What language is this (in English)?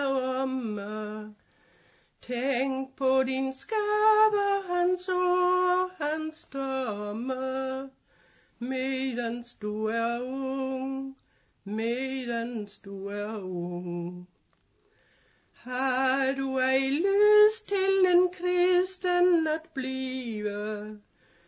Danish